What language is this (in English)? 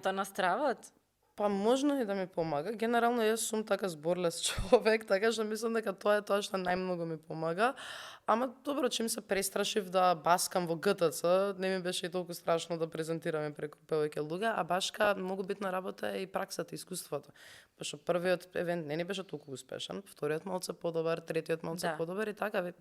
Macedonian